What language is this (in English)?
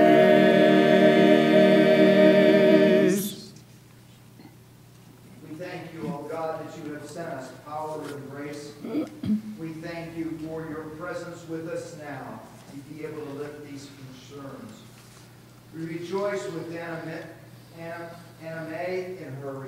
English